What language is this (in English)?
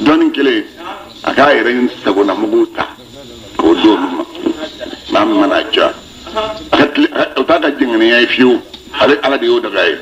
Bambara